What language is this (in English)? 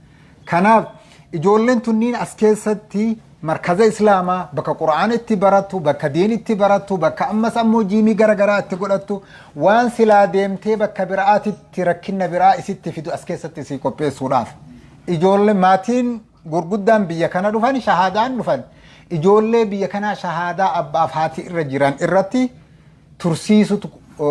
Oromo